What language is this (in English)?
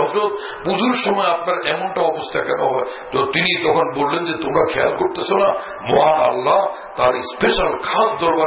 Bangla